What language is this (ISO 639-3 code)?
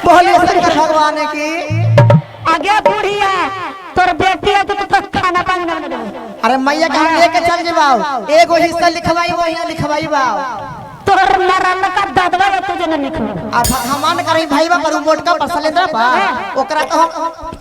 mag